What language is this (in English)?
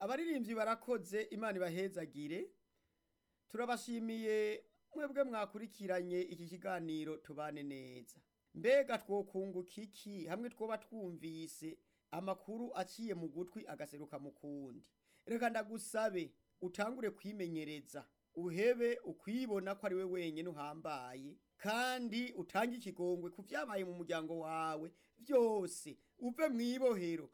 Rundi